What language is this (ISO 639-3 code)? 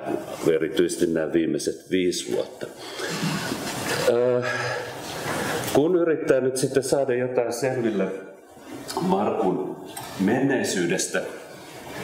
fin